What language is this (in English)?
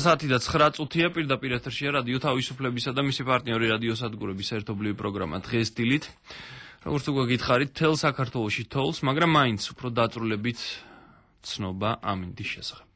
Georgian